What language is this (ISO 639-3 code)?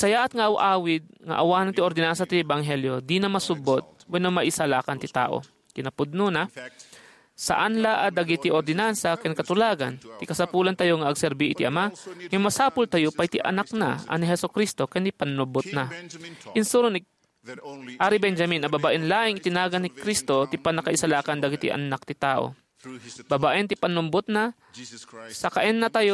ilo